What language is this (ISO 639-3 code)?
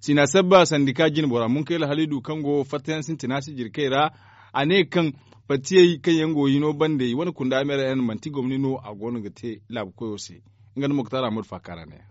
dje